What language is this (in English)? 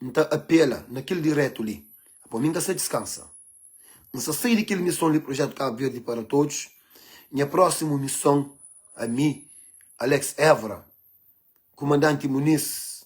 Kabuverdianu